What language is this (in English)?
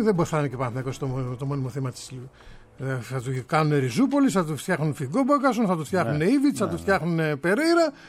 Greek